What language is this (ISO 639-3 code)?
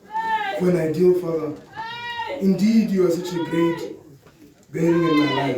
tsn